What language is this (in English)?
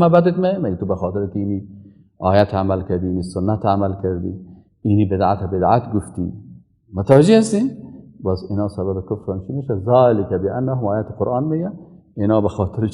Persian